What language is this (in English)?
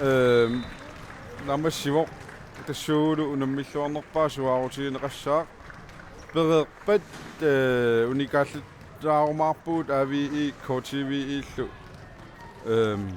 Kalaallisut